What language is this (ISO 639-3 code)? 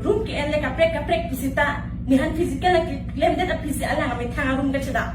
mjw